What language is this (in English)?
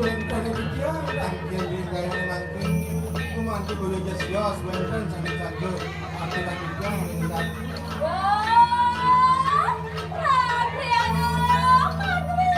Balinese